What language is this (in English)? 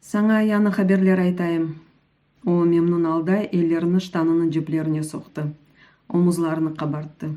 Crimean Tatar